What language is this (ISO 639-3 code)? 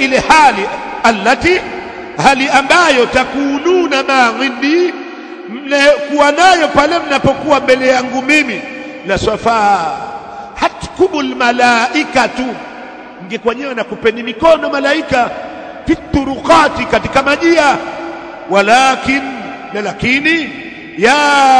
swa